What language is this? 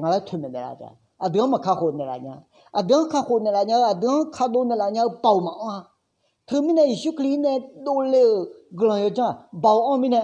Akha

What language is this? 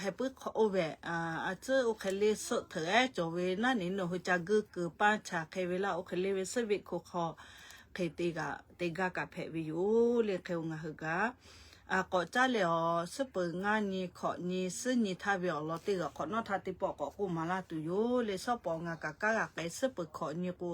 Lahu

